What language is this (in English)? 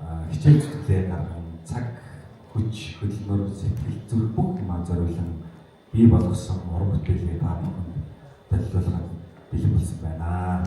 Mongolian